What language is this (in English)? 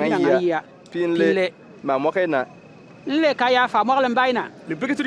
Bimoba